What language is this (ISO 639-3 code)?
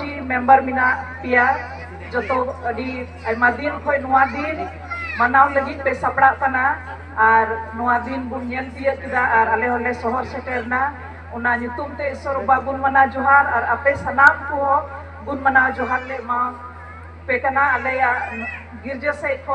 sat